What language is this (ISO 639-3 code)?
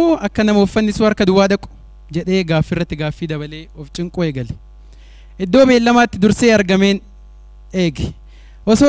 orm